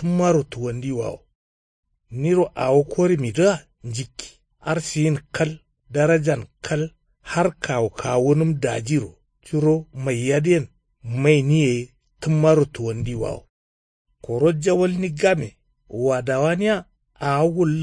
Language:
Kanuri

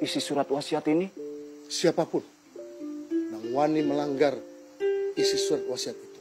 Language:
Banjar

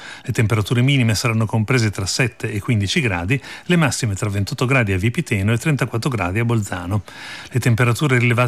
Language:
Italian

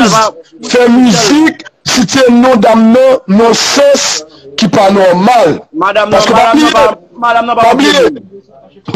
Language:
Haitian Creole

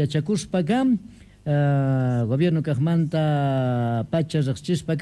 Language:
Quechua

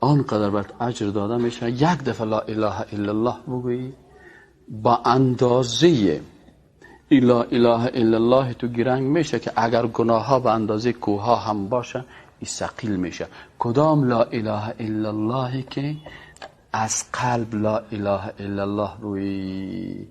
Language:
Persian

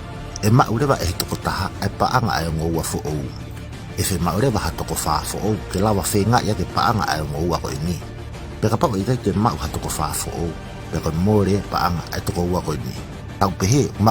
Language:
Tongan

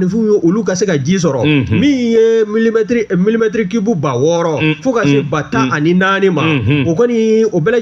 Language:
Bambara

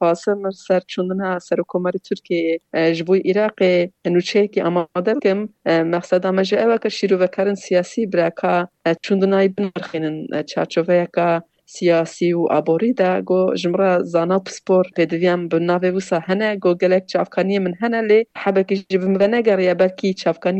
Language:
Kurdish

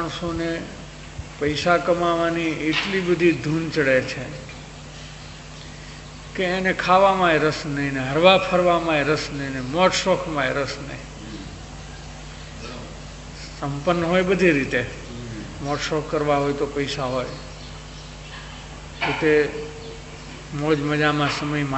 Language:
Gujarati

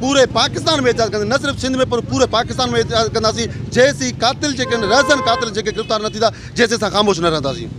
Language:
Sindhi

